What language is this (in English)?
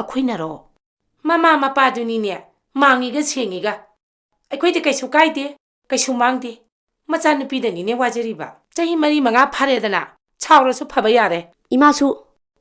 Manipuri